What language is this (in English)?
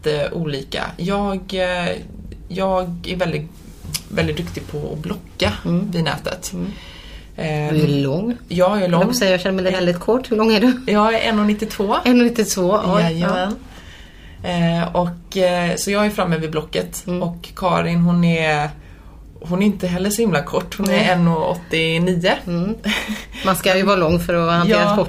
Swedish